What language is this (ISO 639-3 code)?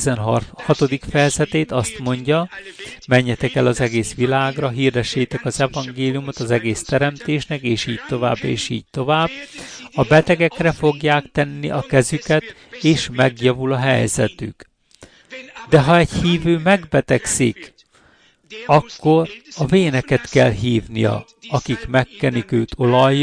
hun